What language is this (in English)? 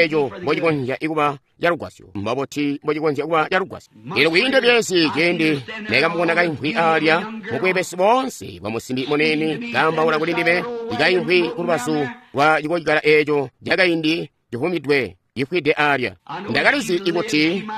Tonga (Zambia)